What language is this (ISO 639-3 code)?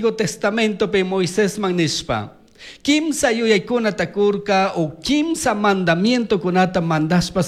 qug